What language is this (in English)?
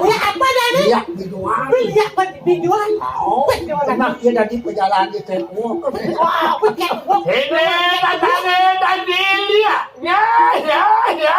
Balinese